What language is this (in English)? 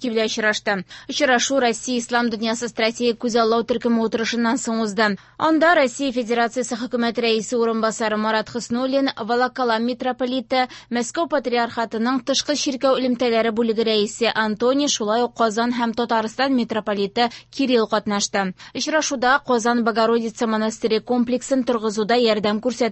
Tatar